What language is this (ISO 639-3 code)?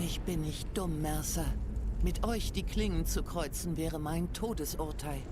gsw